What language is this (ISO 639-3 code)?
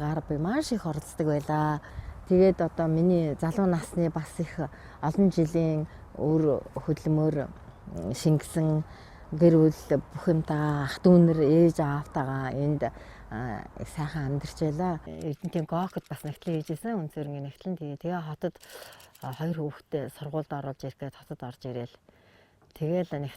mon